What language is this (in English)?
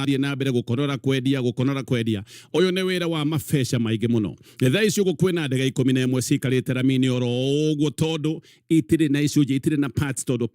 Kikuyu